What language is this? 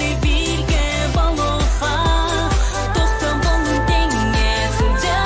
Yakut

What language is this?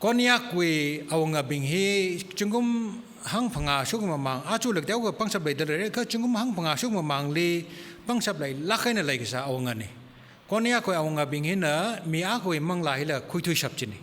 Tangkhul Naga (India)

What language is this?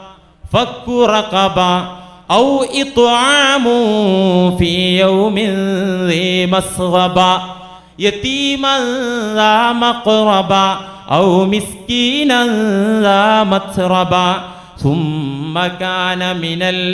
Malayalam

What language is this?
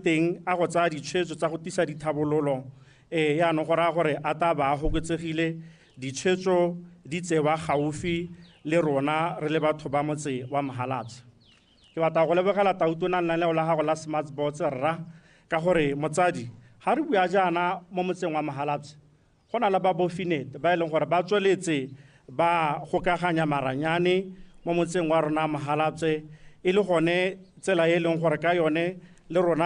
Tswana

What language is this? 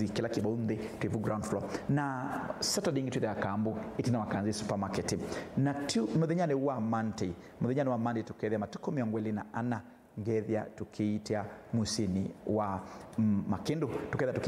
Kamba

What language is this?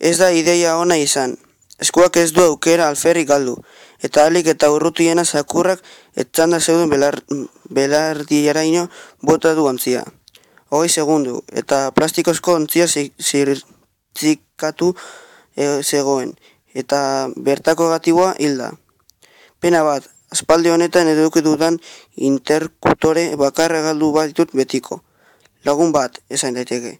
Basque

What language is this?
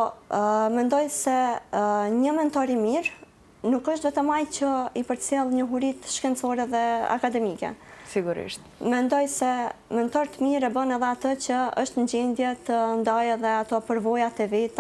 Albanian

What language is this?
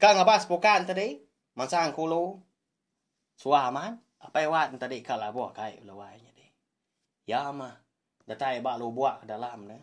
Iban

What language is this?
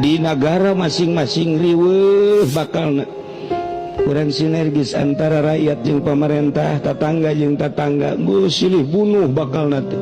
Sundanese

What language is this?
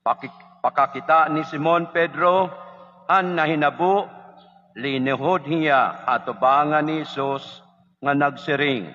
Waray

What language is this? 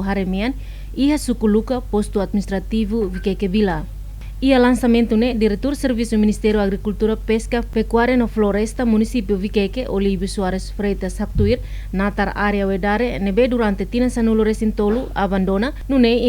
Tetum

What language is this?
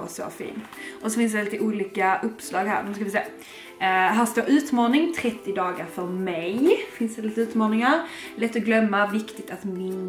Swedish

